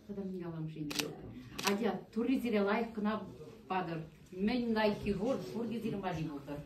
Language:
Chuvash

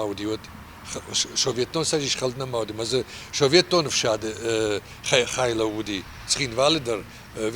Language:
Ossetic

